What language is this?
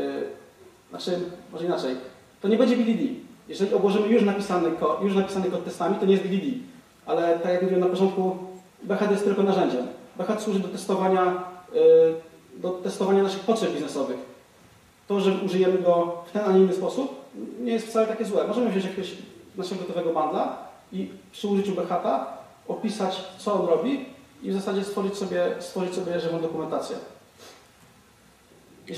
Polish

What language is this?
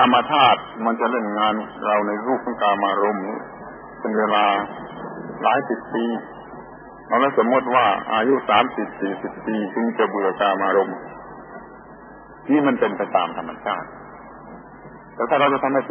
Thai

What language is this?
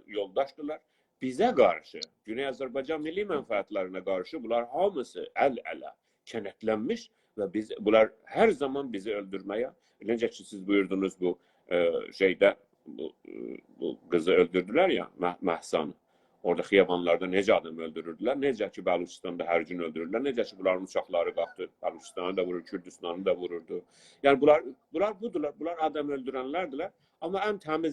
South Azerbaijani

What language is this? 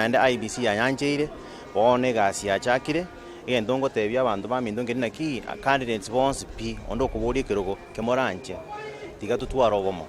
Gusii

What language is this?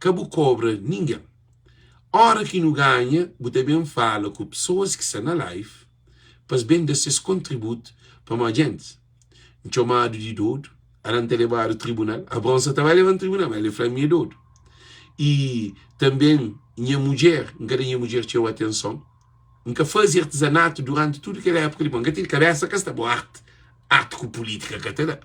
Kabuverdianu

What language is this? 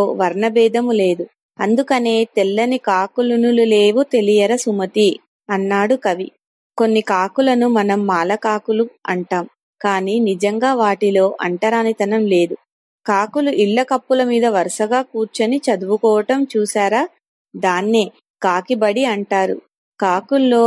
Telugu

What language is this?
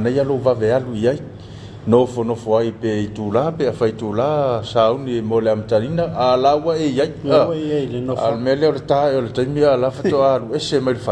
Samoan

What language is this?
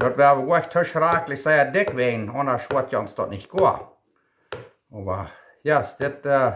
Plautdietsch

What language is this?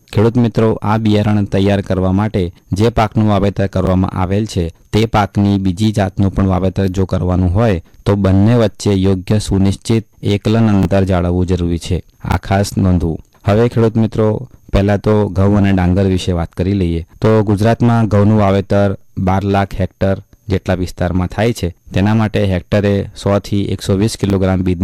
Gujarati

